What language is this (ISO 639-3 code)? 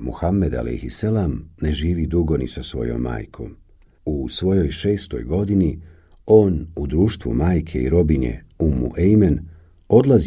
bos